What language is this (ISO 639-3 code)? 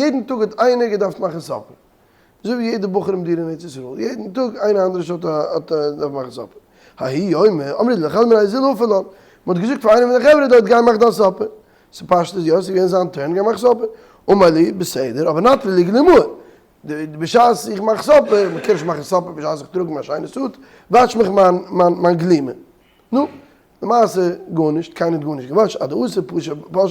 yid